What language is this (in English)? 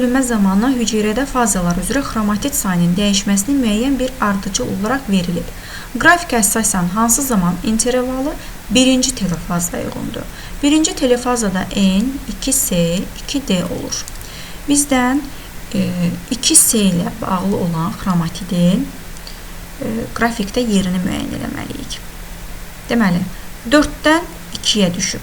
Azerbaijani